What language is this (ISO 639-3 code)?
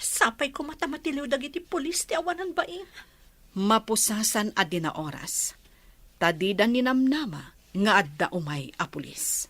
ilo